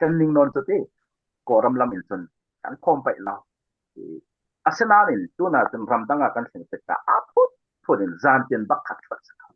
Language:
Falam Chin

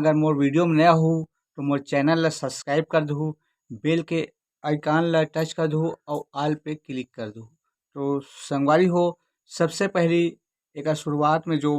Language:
Chhattisgarhi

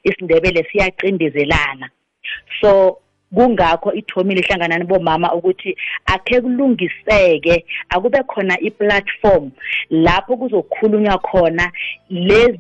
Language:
South Ndebele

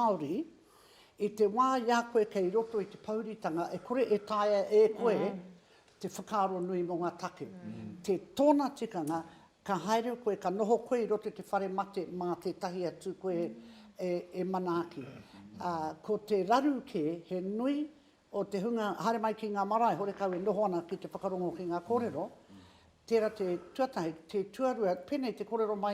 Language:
Māori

